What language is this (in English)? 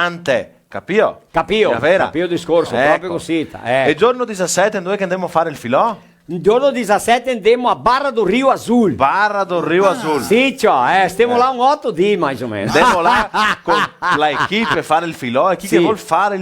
Venetian